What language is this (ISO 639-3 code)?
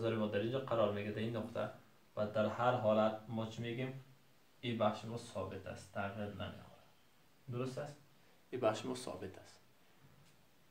fas